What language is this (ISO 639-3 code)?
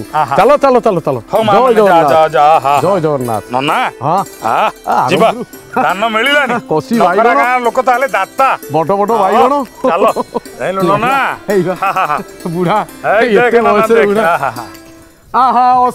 ori